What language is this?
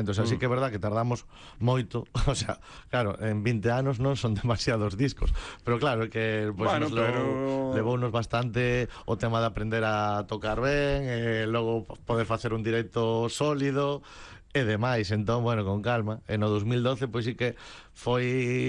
Galician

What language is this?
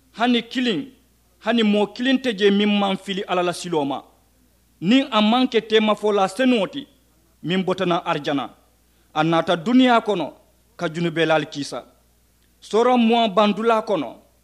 Mandingo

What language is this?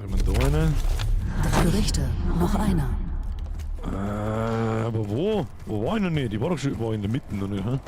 Bavarian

